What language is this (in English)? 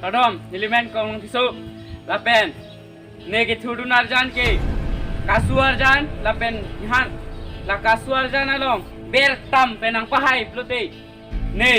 Karbi